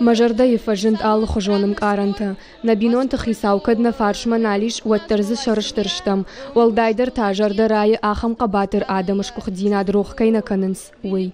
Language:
Ossetic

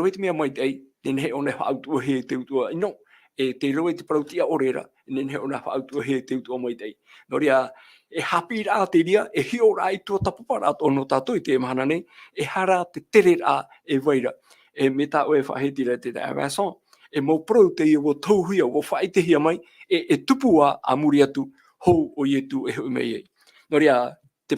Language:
Tahitian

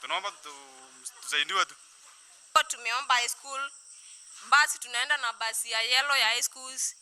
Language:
Meru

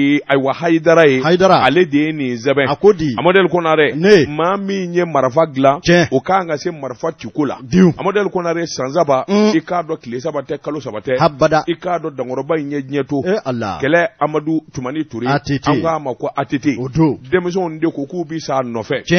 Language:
Bambara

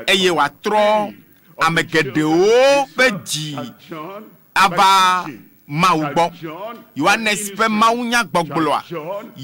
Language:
Ewe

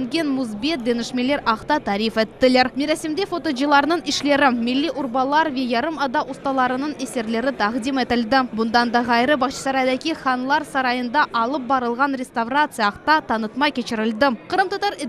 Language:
Crimean Tatar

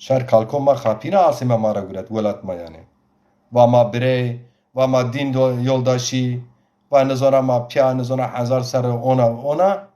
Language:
Zaza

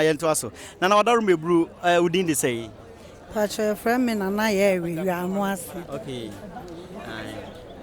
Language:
Akan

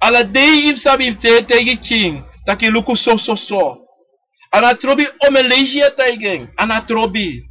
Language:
Sranan Tongo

